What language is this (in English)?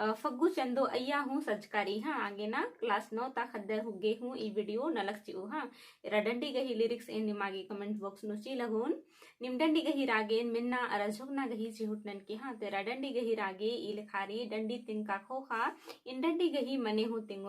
Kurukh